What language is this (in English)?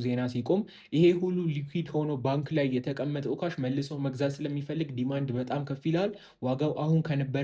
Amharic